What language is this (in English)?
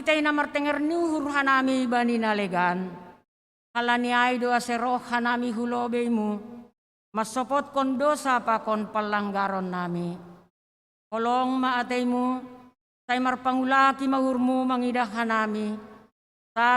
Batak Simalungun